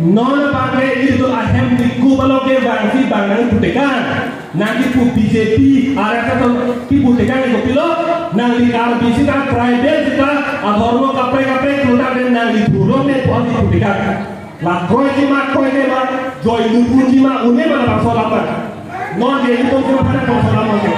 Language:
Karbi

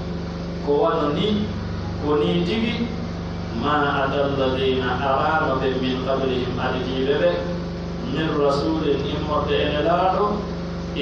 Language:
Pular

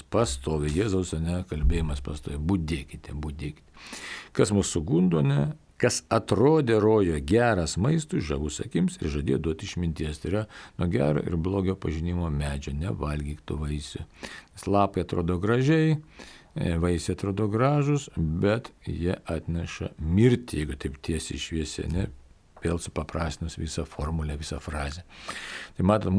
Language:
Lithuanian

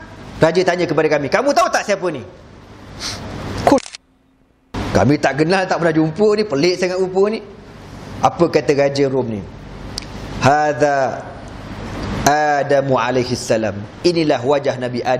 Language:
Malay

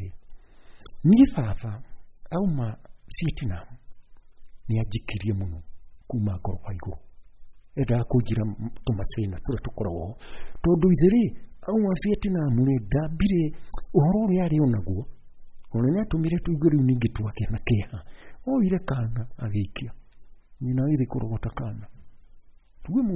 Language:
Kikuyu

